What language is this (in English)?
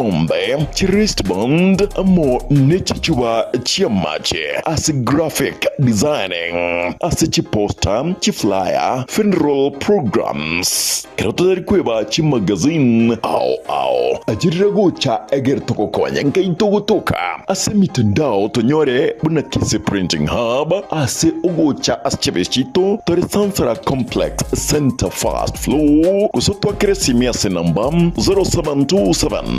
Gusii